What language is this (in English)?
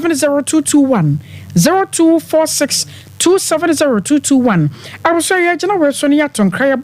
Akan